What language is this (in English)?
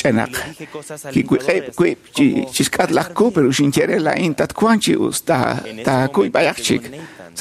Kekchí